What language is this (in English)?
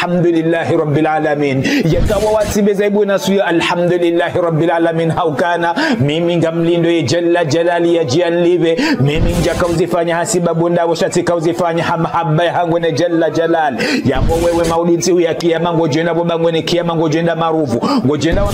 Ngazidja Comorian